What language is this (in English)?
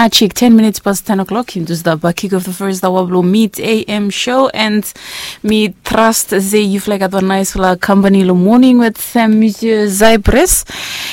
Bislama